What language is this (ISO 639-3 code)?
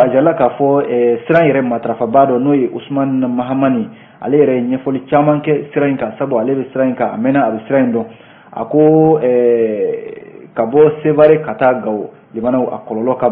bam